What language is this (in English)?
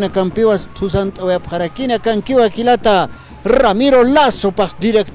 Aymara